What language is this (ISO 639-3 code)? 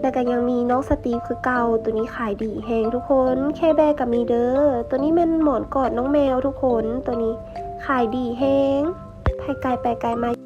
lao